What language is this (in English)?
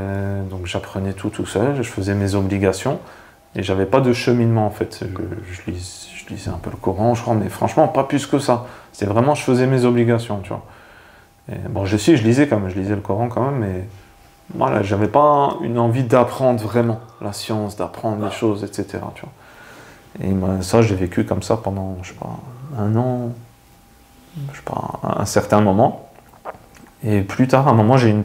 French